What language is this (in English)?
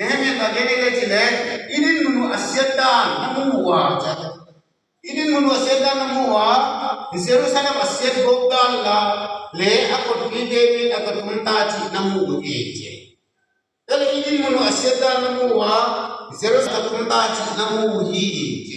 Tedim Chin